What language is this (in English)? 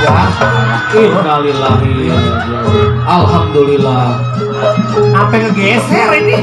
Betawi